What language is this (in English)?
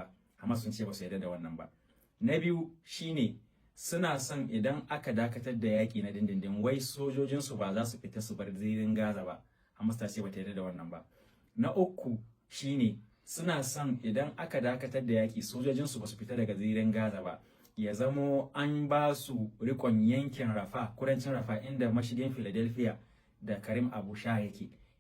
Hausa